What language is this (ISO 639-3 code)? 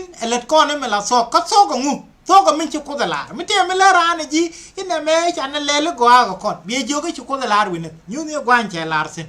nus